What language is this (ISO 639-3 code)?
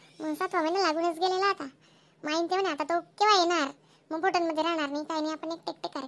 khn